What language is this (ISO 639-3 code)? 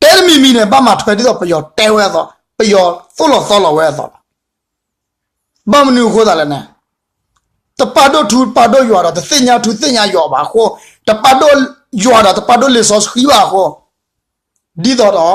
ksw